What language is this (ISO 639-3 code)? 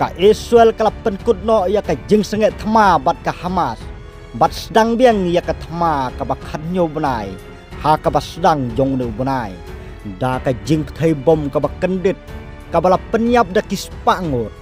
kha